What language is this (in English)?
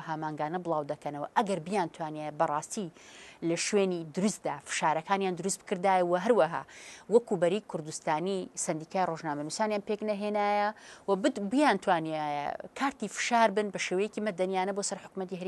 Central Kurdish